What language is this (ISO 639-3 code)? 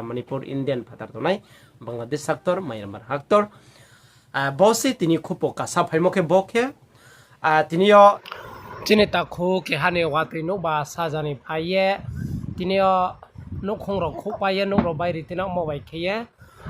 ria